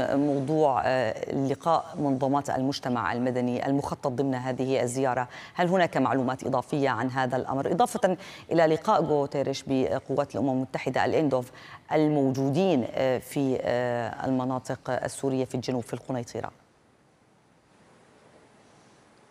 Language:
Arabic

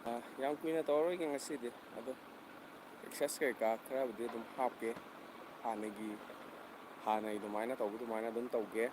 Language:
Manipuri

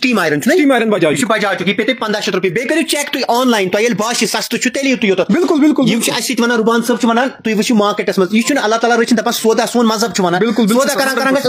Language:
Kashmiri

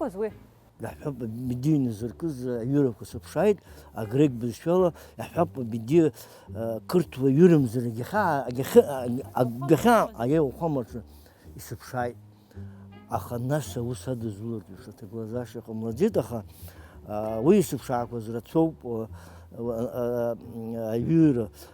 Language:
Abkhazian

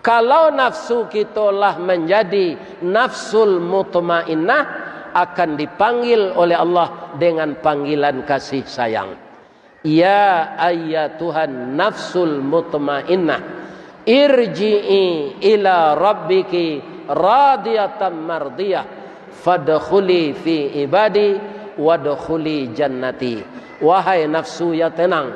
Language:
Minangkabau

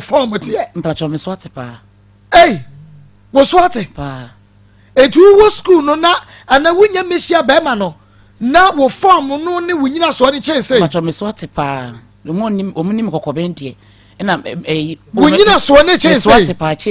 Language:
Akan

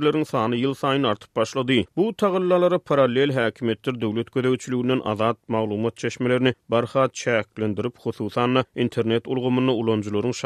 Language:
Turkmen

